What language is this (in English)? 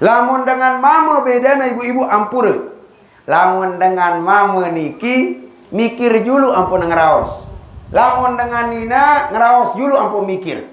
Sasak